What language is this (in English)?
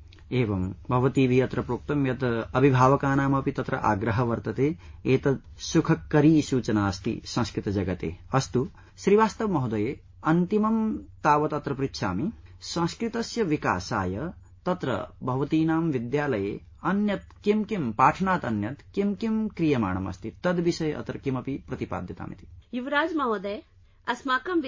Sanskrit